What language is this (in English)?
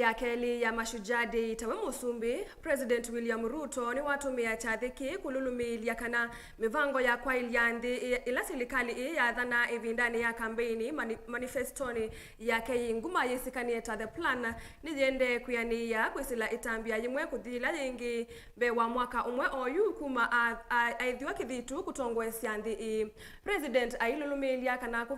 Kamba